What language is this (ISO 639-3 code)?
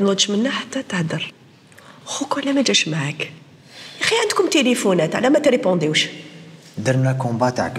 arq